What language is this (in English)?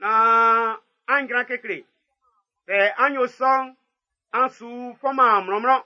Baoulé